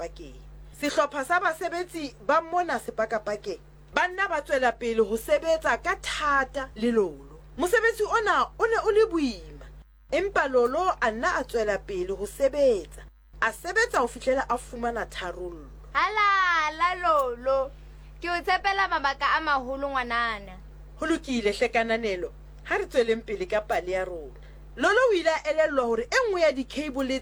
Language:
Southern Sotho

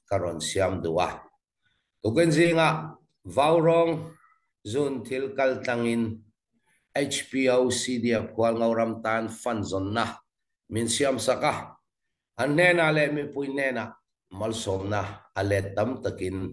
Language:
Falam Chin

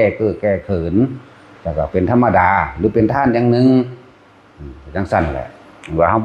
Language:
Northeastern Thai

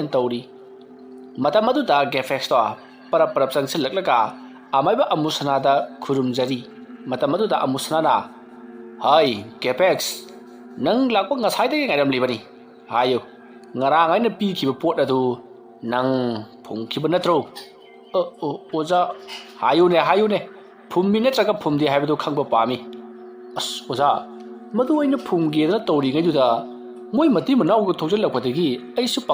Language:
Manipuri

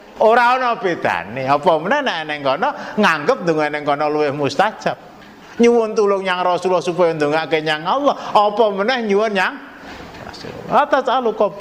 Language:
Javanese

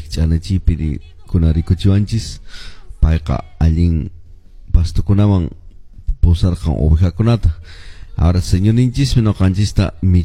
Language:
Quechua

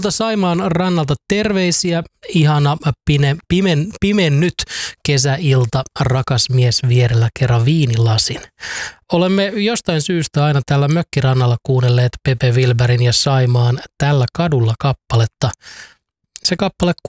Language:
Finnish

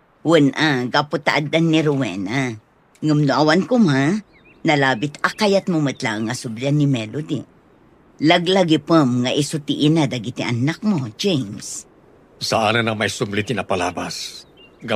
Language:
Iloko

